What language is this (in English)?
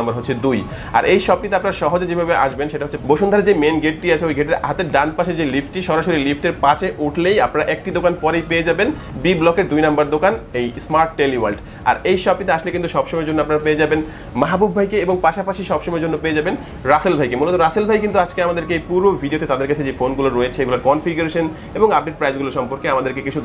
Bangla